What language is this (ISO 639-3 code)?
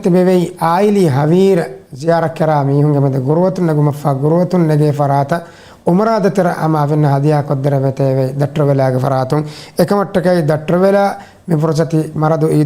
div